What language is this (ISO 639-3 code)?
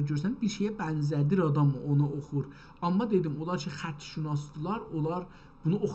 azb